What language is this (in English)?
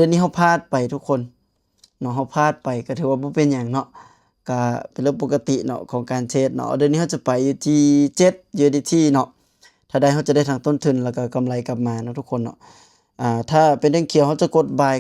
Lao